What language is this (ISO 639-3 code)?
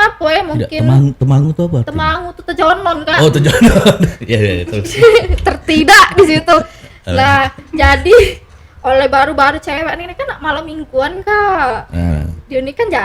mui